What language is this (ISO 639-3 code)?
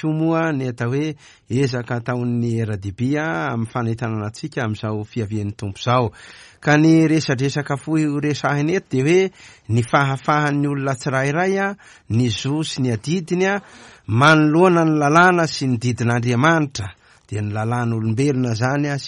mlg